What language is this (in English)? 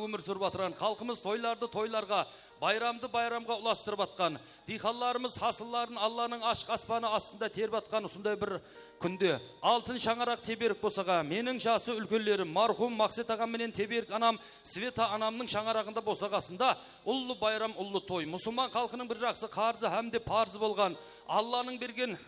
Kara-Kalpak